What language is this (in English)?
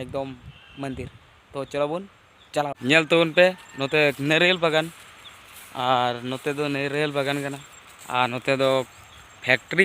Santali